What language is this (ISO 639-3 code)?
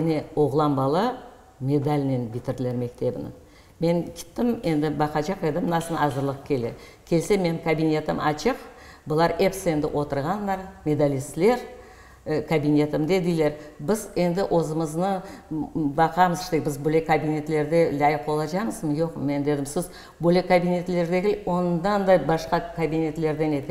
crh